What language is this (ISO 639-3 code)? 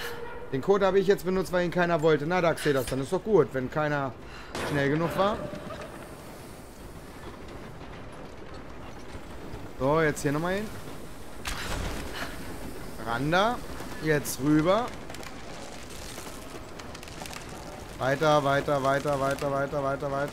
deu